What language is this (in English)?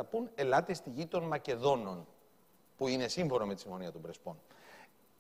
Greek